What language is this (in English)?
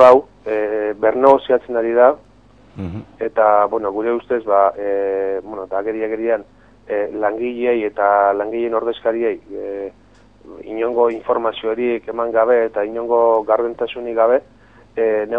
Basque